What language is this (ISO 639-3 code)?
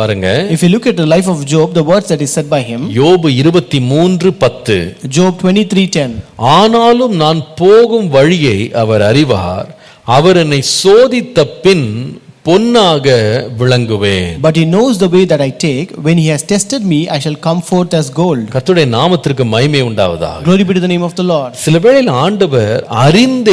tam